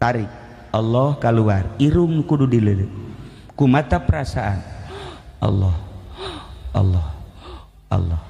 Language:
Sundanese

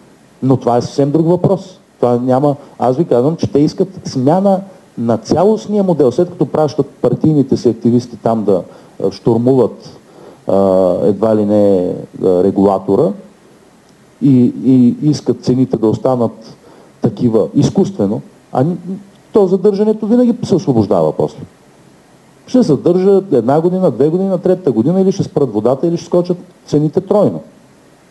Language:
Bulgarian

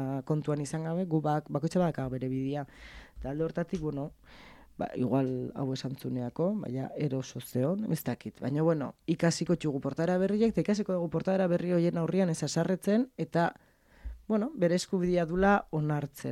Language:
Basque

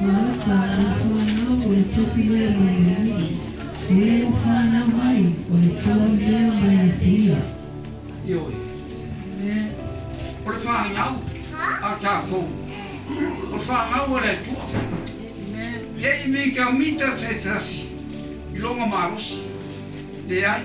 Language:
Samoan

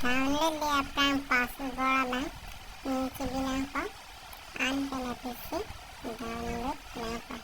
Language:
Karbi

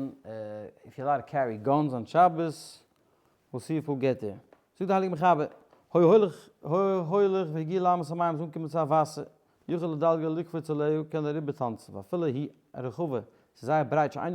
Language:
Yiddish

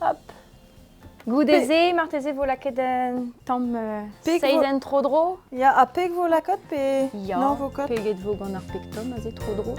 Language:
Breton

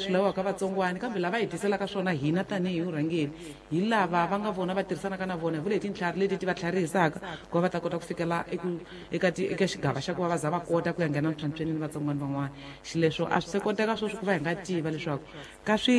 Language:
Tsonga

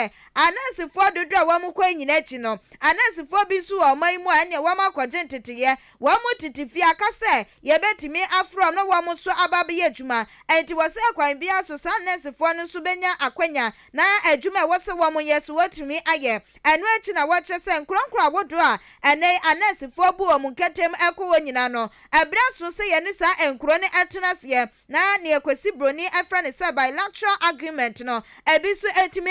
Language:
Akan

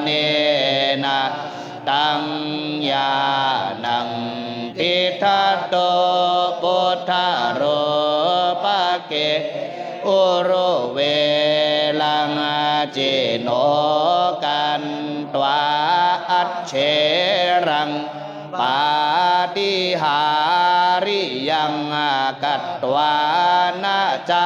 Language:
Pali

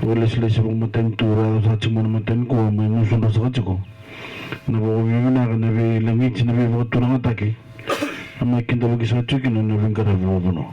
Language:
Fijian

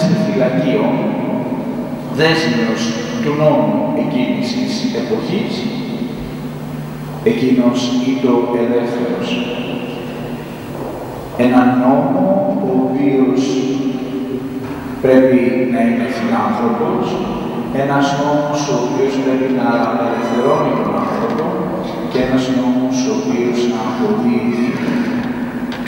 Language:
Greek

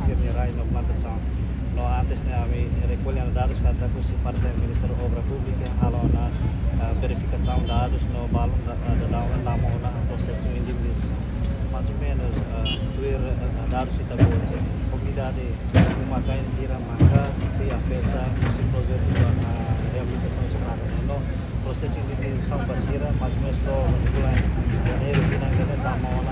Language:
Tetum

